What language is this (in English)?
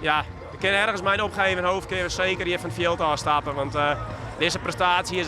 Western Frisian